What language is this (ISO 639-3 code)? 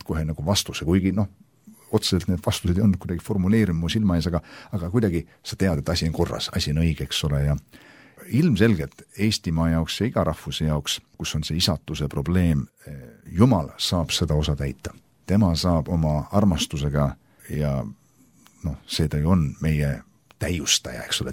est